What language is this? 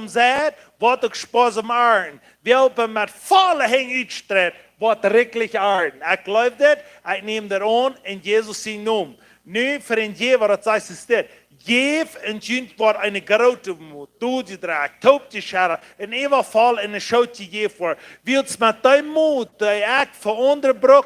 Plautdietsch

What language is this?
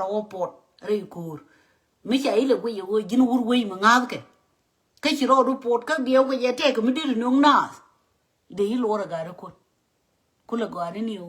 Nuer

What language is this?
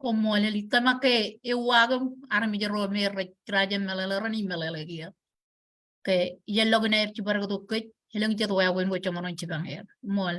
Marshallese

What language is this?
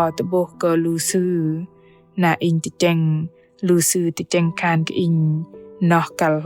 Bahnar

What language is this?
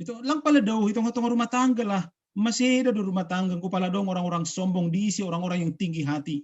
Batak Simalungun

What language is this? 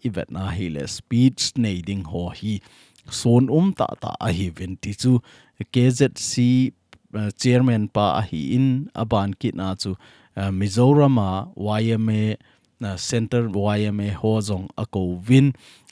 Thado Chin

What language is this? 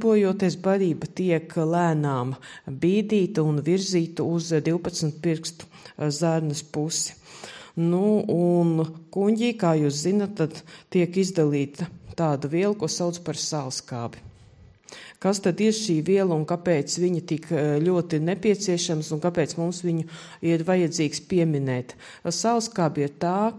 Latvian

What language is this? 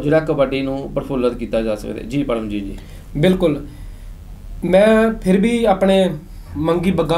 Punjabi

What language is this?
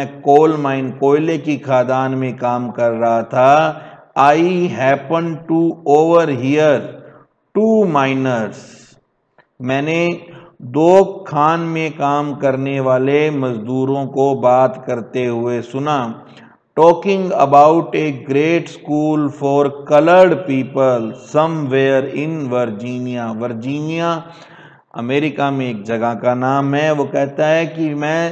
Hindi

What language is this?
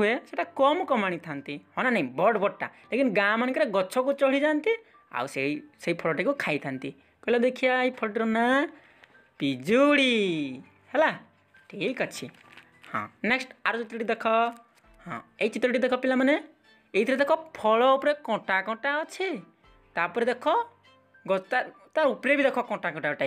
Odia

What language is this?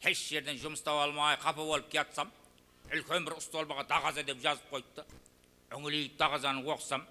Kara-Kalpak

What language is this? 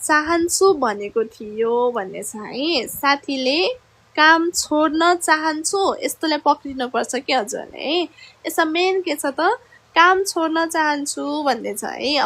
Nepali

